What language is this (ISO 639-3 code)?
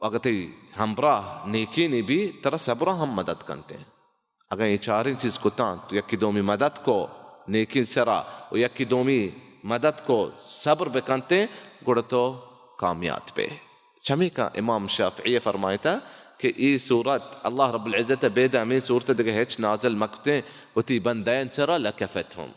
bal